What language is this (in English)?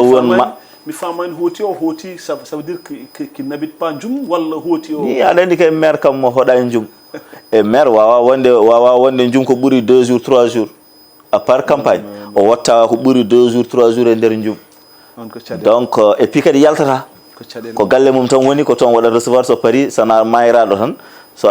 Fula